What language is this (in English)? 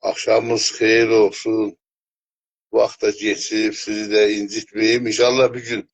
South Azerbaijani